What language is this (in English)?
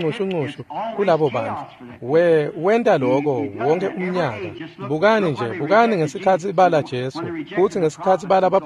Swati